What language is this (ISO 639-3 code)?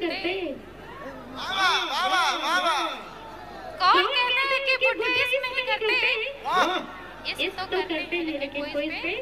sck